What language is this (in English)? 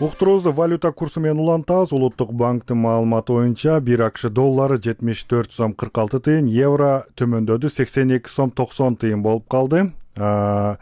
Kyrgyz